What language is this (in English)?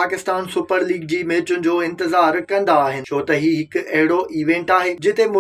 Sindhi